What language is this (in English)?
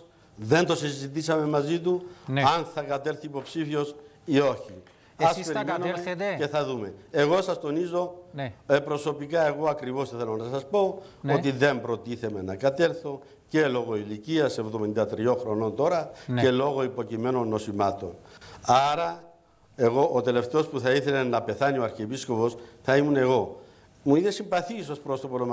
Greek